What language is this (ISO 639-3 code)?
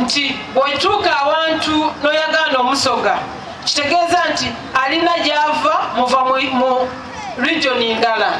xog